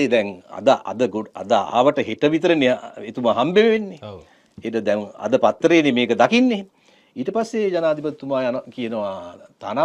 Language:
Sinhala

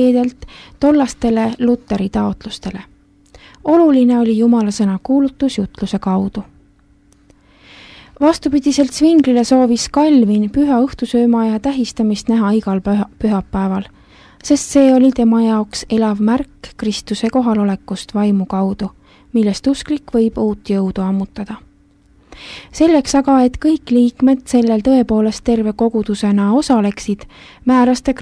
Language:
Estonian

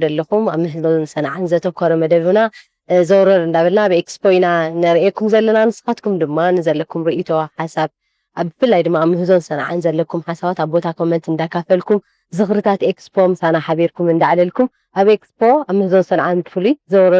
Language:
Tigrinya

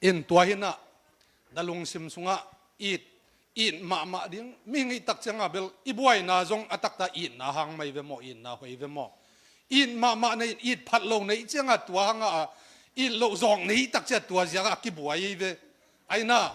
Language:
Tedim Chin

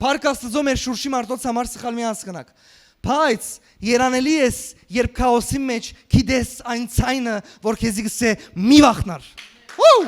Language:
Western Armenian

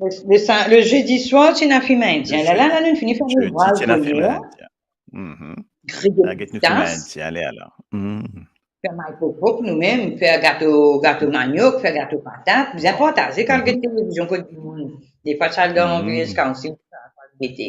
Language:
Morisyen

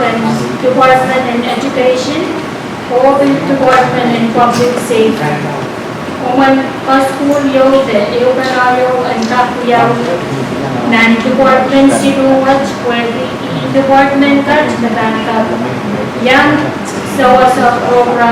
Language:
Pohnpeian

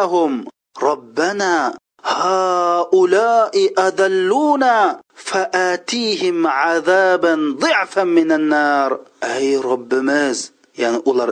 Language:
Uyghur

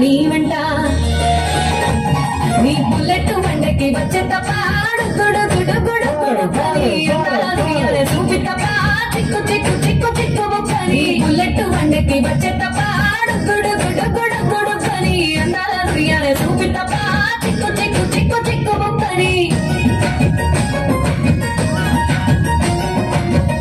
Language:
Telugu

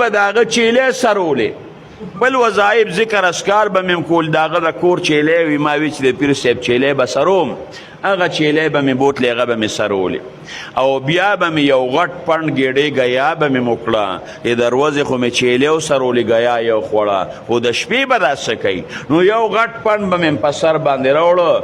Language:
Pashto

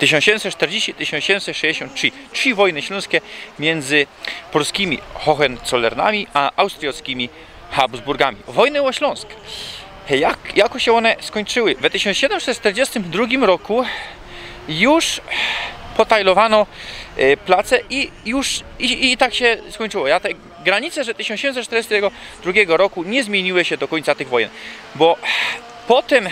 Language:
Silesian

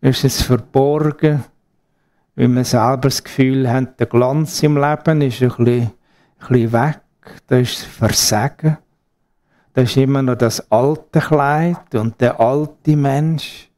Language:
Swiss German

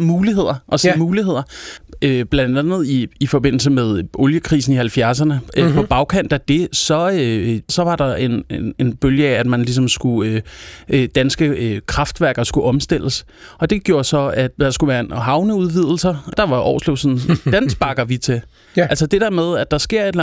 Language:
Danish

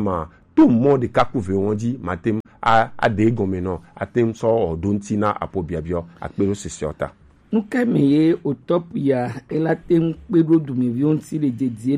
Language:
Gen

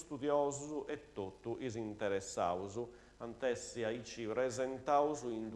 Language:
Sardinian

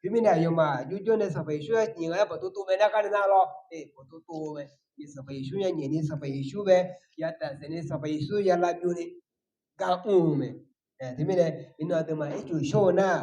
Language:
Akha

